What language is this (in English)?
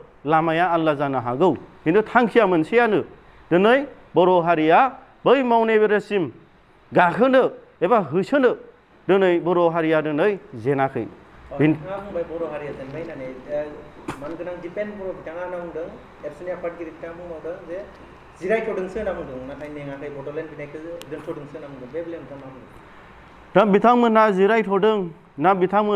Bodo